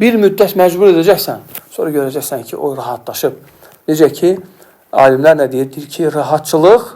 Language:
Azerbaijani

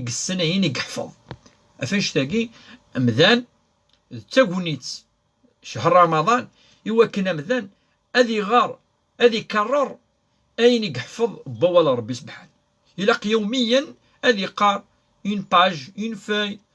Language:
Kabyle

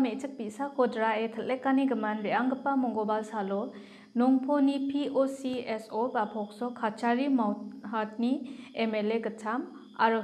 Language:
Garo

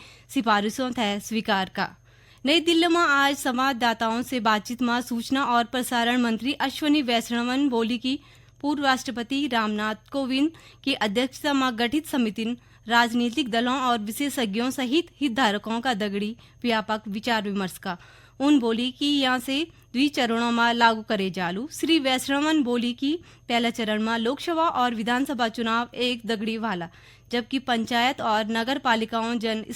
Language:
Garhwali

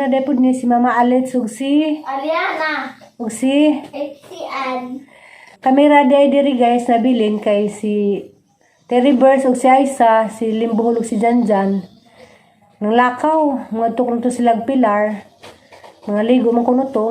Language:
Cebuano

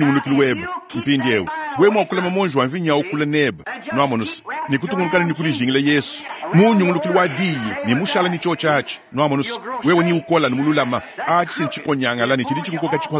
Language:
Luba-Lulua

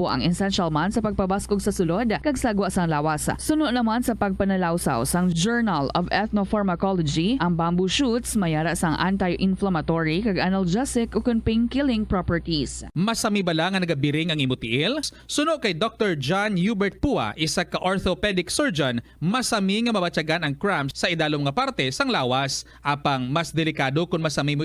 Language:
Hiligaynon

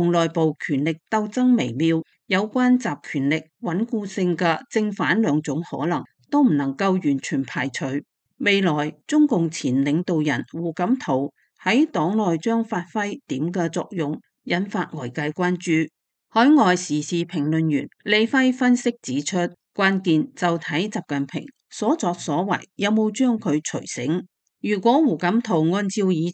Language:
Cantonese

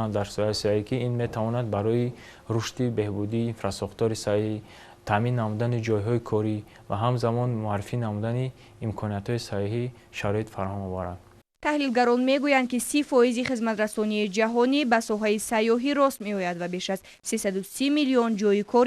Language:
Tajik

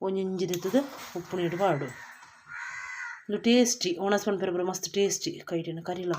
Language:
Tulu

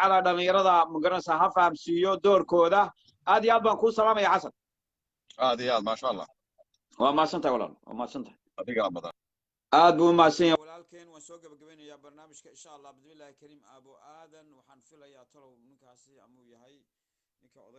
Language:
Somali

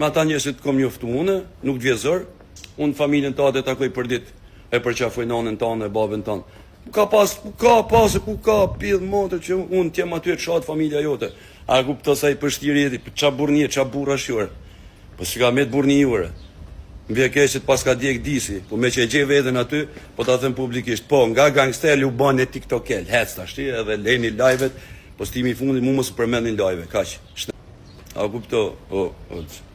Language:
Albanian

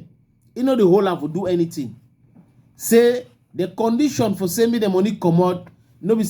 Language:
Cameroon Pidgin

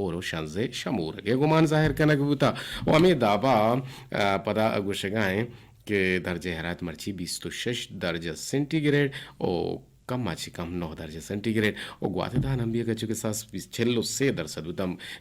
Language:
Eastern Balochi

